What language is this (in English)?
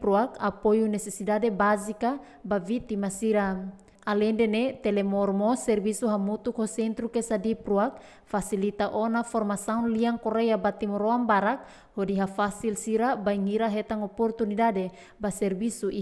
Tetum